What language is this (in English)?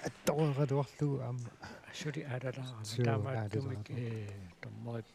Kalaallisut